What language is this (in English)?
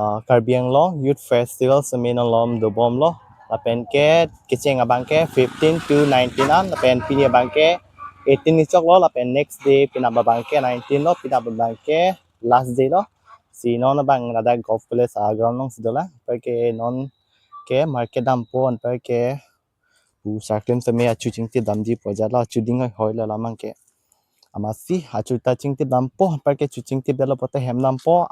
Karbi